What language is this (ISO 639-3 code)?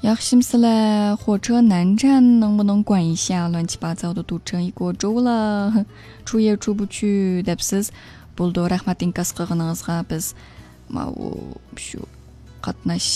uig